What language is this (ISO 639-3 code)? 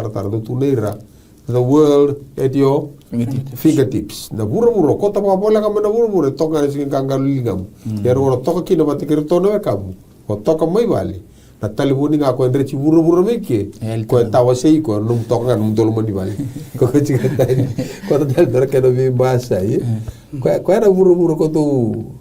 fij